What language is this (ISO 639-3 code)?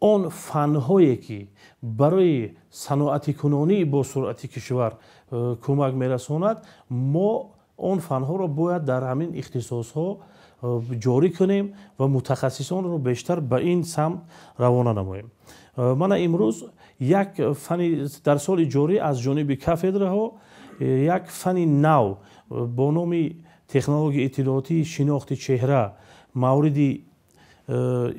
tgk